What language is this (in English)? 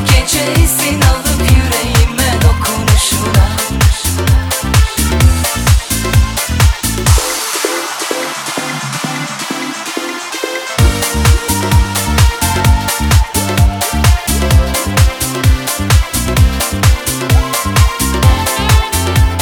Turkish